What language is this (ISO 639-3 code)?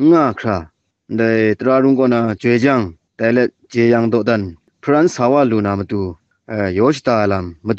kac